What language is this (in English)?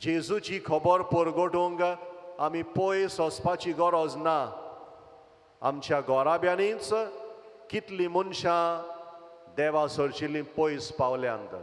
Konkani